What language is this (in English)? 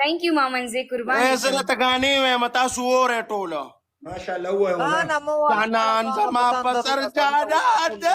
Pashto